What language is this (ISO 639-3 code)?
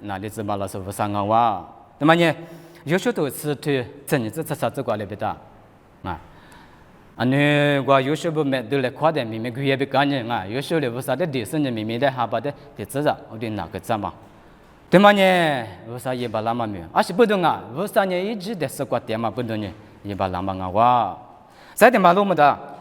lis